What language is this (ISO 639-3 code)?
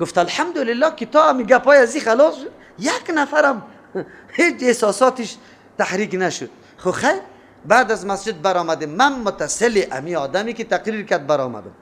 fas